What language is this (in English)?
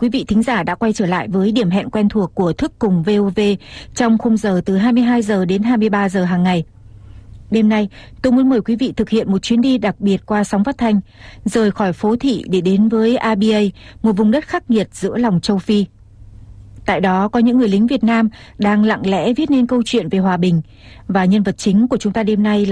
Vietnamese